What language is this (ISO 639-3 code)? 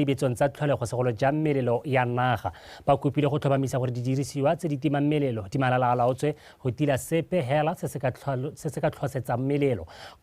tsn